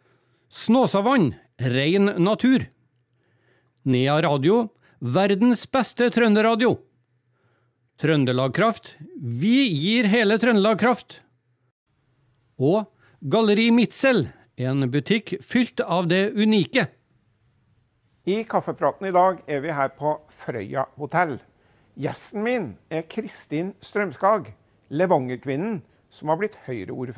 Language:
Norwegian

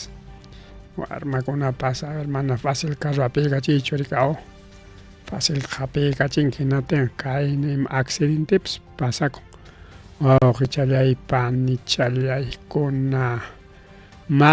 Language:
Ayacucho Quechua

